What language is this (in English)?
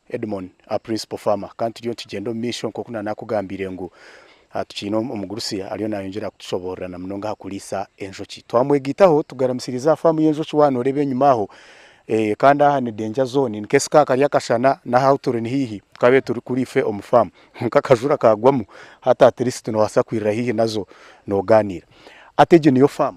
Nyankole